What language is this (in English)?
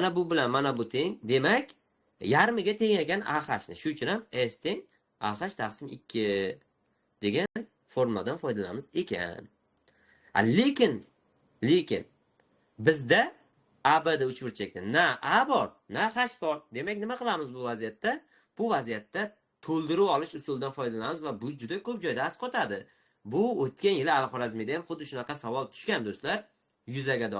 Uzbek